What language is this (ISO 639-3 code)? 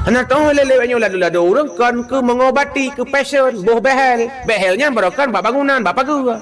ace